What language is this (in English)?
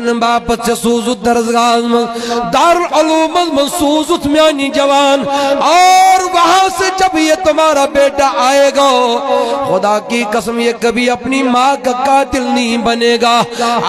Kashmiri